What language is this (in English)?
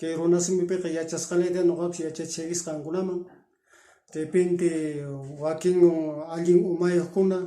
Quechua